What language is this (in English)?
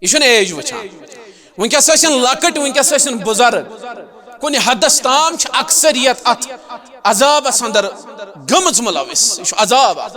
Kashmiri